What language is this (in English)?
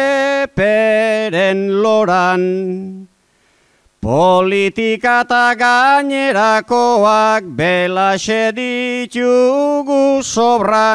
Basque